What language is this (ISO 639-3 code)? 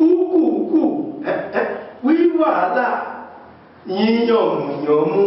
yor